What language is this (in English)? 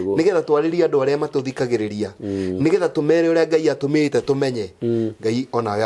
Kikuyu